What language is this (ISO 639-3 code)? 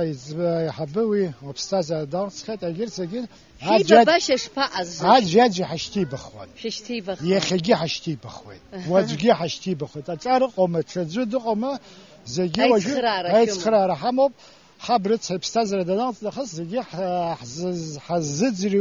abk